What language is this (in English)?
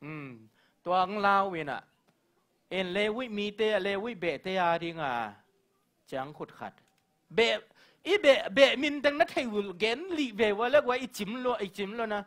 Tedim Chin